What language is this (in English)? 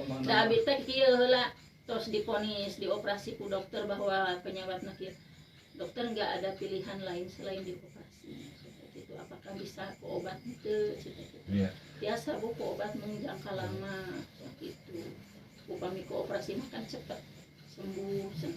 Sundanese